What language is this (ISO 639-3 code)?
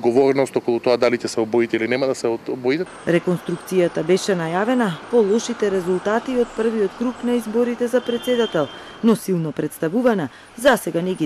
mkd